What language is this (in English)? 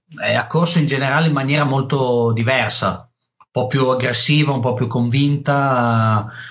Italian